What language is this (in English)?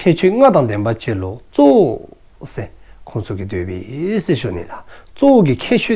Dzongkha